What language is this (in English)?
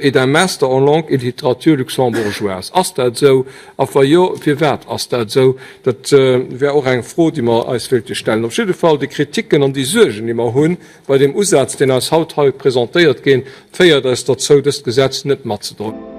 Luxembourgish